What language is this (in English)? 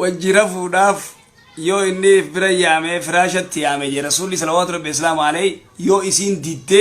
Oromo